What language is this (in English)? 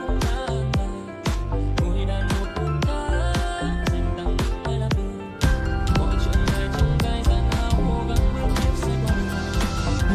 Vietnamese